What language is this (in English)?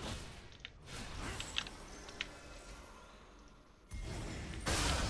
Swedish